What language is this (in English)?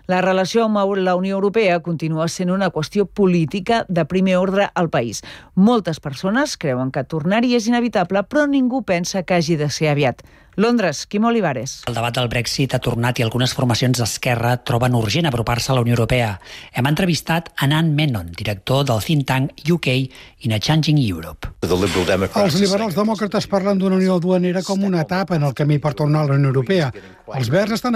Catalan